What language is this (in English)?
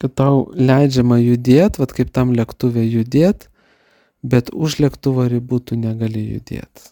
Lithuanian